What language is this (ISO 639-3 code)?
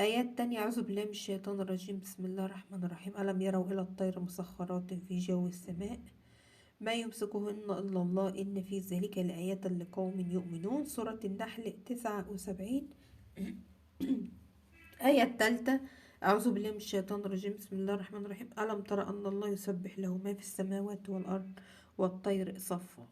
arz